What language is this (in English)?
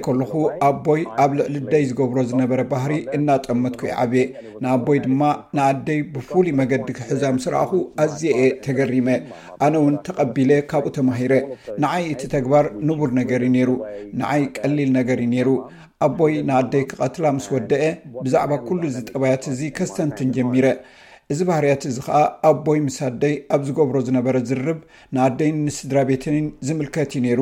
Tigrinya